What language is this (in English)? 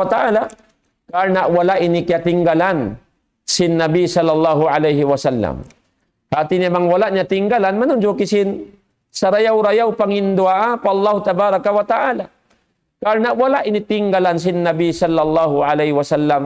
Tausug